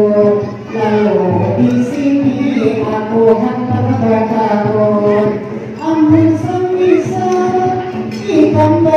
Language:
Banjar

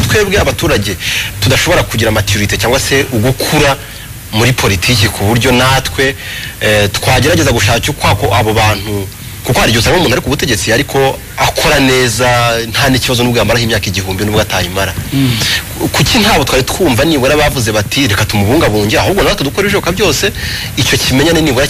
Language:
Kinyarwanda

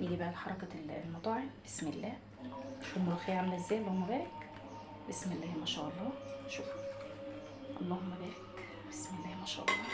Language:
Egyptian Arabic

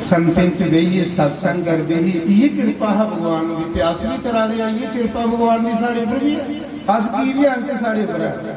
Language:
Dogri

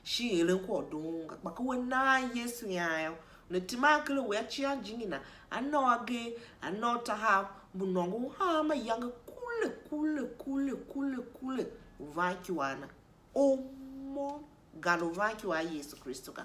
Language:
Tiv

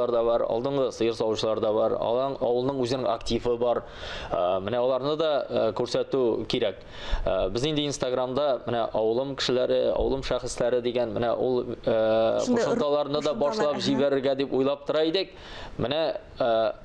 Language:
Tatar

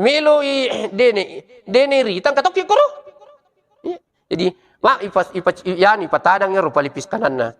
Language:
Buginese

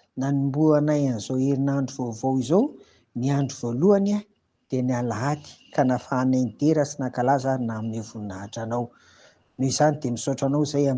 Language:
Malagasy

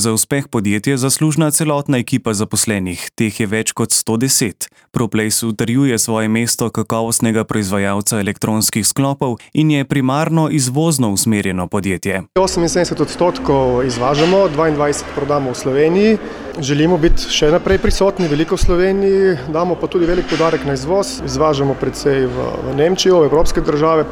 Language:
Slovenian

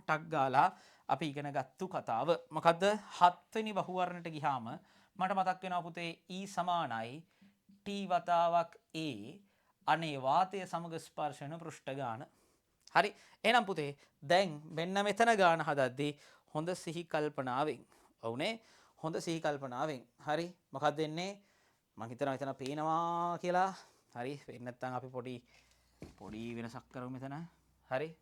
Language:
Sinhala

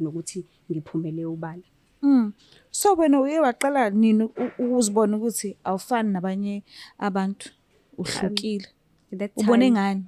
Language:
Zulu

